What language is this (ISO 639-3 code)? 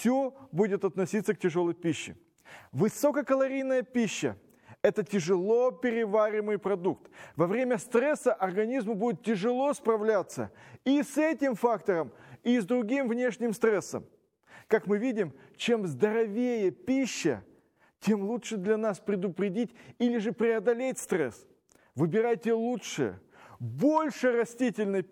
rus